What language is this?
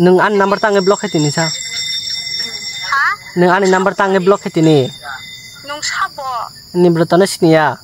Kok Borok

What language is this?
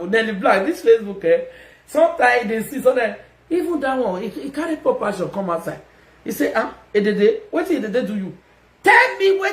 Nigerian Pidgin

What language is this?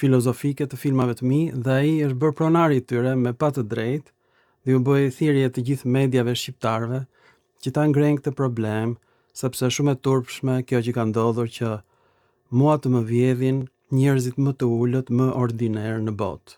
Albanian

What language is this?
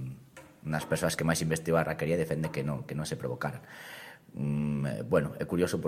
Galician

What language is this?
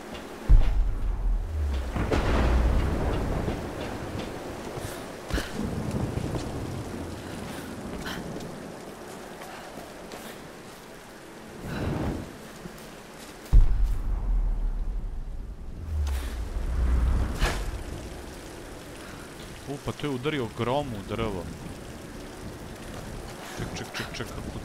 Croatian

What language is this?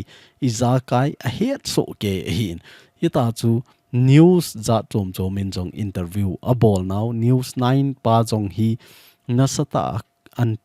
Thado Chin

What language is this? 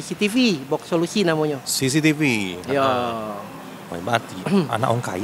Musi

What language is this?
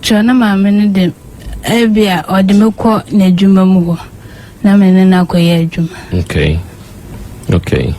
Akan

